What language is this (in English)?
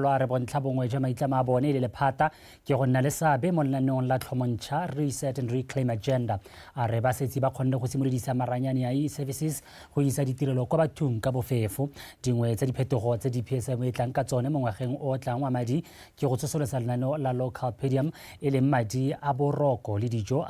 Tswana